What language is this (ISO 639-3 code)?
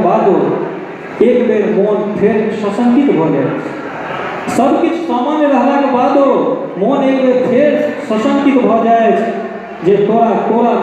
mai